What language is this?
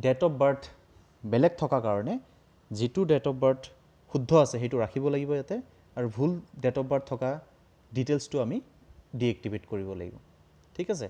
Assamese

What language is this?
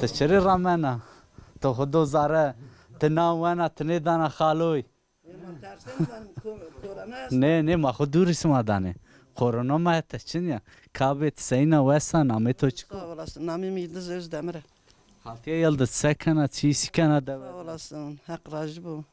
Zaza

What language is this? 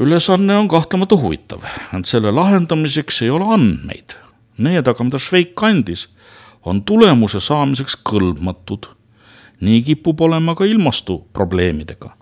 Estonian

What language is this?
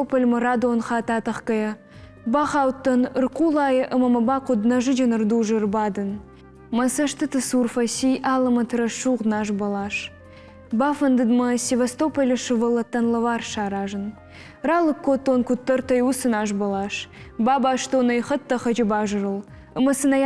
Ossetic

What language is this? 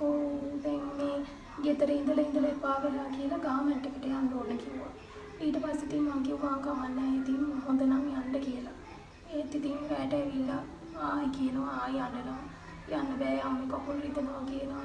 Sinhala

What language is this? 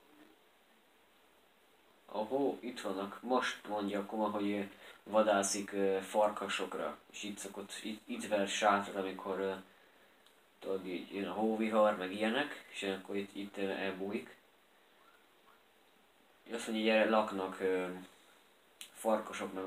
Hungarian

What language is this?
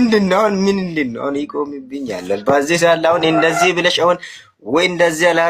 Amharic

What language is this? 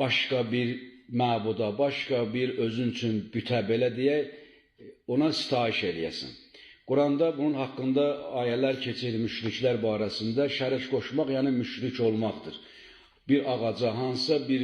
Azerbaijani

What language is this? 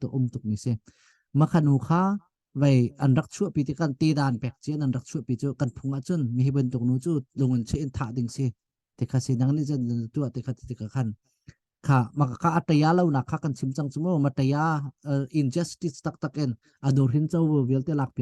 Hakha Chin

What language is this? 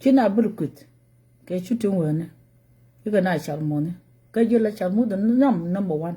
Nuer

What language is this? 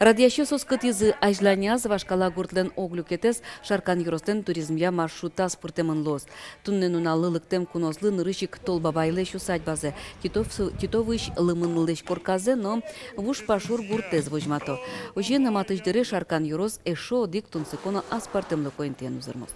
Udmurt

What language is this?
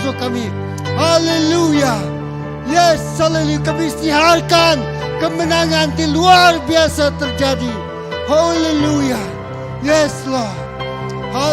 Iban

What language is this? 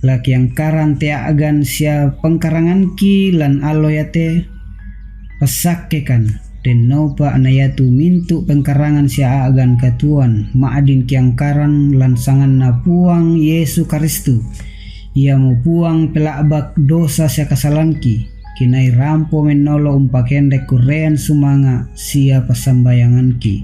Toraja-Sa'dan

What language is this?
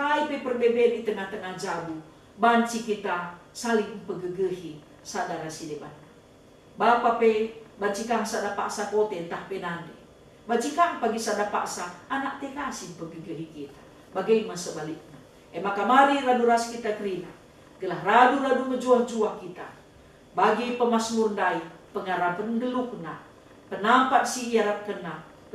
Batak Karo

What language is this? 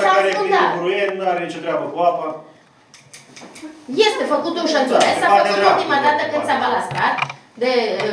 Romanian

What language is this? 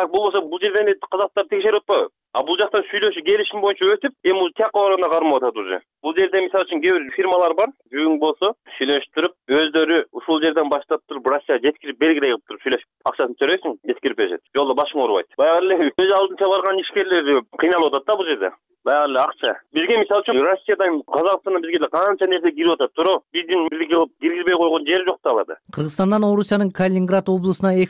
Kyrgyz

